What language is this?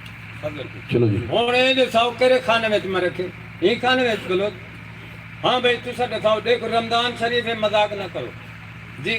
Saraiki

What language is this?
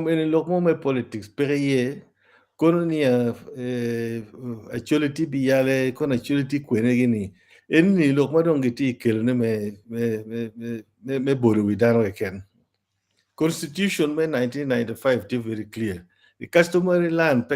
Acoli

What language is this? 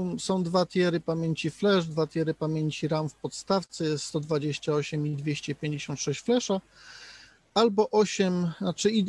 Polish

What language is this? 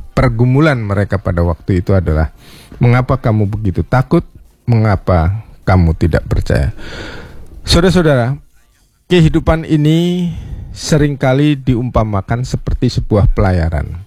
Indonesian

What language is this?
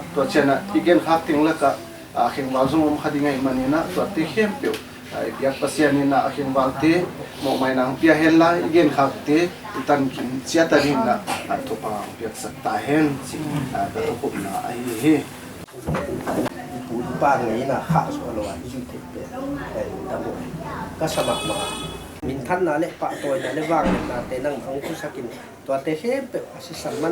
Paite Chin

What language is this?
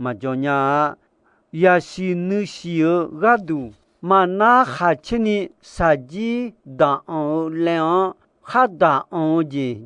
Akha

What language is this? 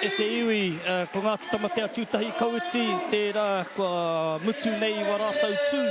Māori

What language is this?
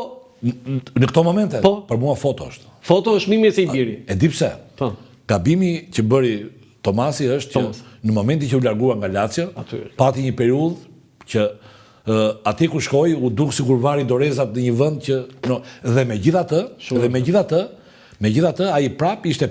Albanian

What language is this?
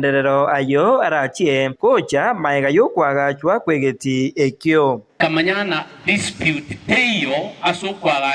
Gusii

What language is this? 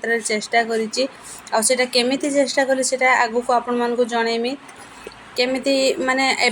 Odia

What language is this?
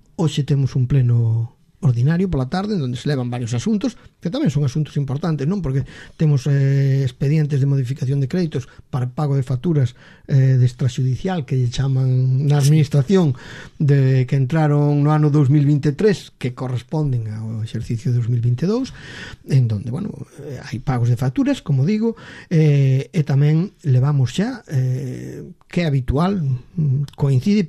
Galician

